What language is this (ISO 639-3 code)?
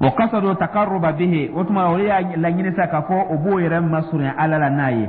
dyu